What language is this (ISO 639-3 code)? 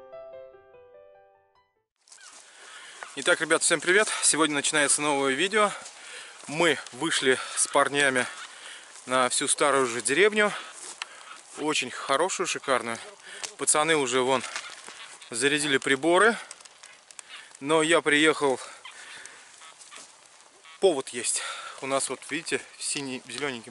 rus